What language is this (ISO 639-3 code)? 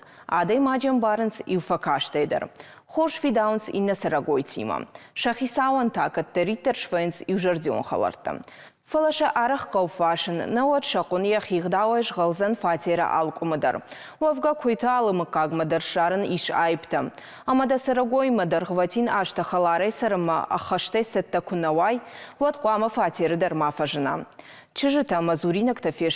oss